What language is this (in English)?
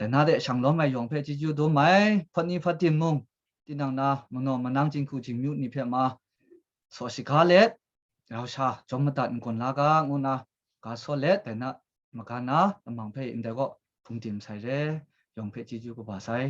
Kachin